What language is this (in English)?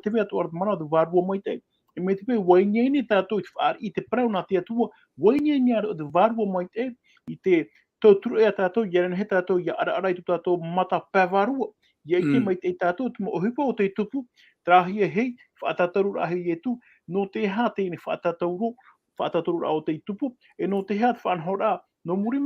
Tahitian